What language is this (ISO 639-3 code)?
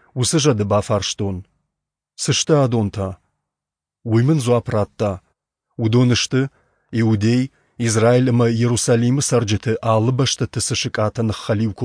oss